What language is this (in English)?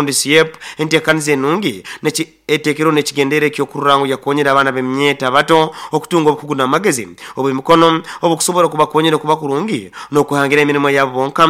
Nyankole